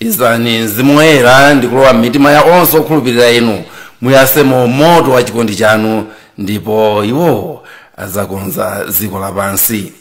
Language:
Nyanja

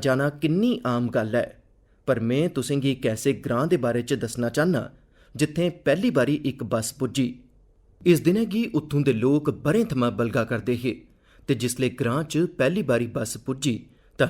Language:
Dogri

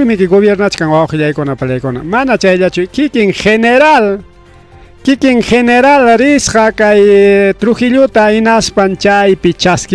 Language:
Ayacucho Quechua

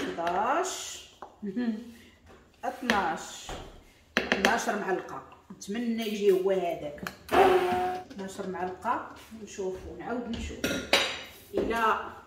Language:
Moroccan Arabic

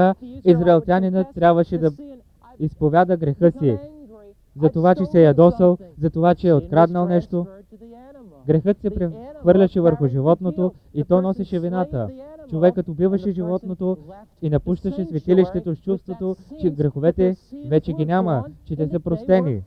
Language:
Bulgarian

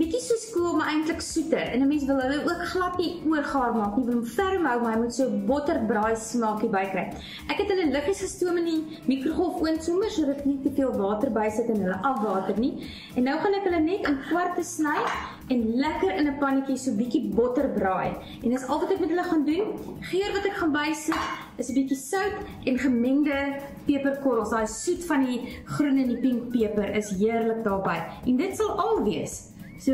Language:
Afrikaans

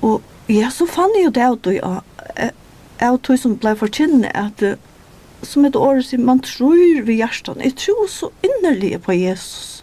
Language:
Faroese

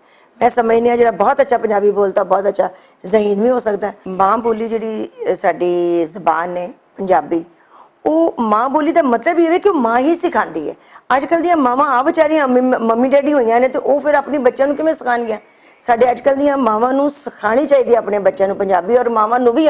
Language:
Western Panjabi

